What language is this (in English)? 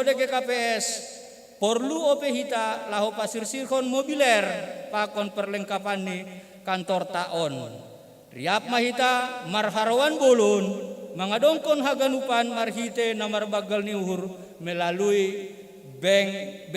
Batak Simalungun